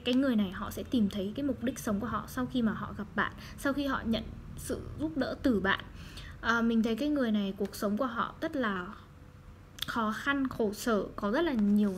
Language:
Vietnamese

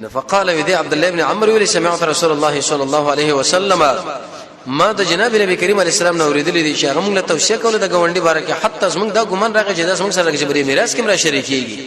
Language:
Pashto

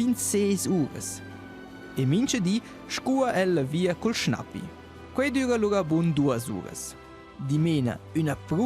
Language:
Romansh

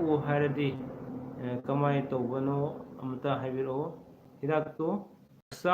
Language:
Manipuri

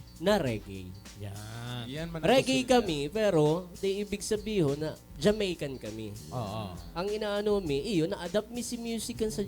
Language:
Bikol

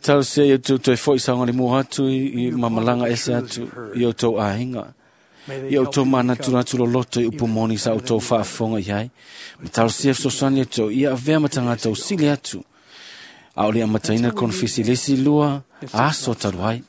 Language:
Samoan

